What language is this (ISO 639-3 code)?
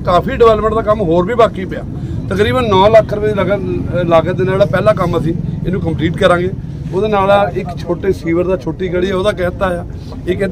pan